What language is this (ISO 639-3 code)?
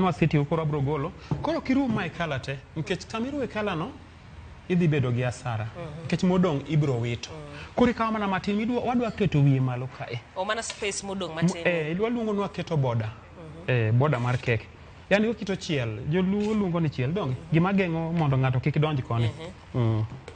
luo